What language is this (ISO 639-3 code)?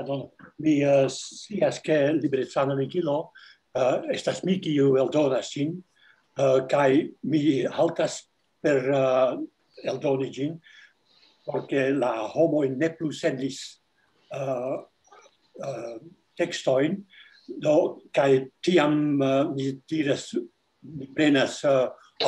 epo